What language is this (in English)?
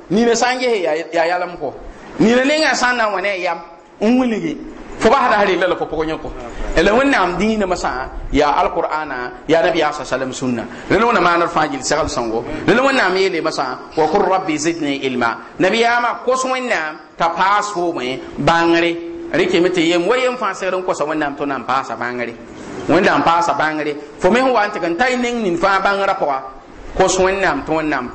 Mossi